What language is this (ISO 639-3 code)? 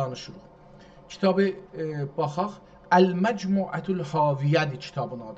azb